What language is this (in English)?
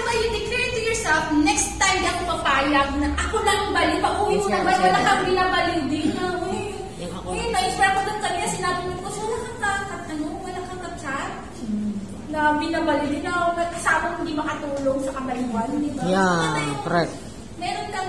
Filipino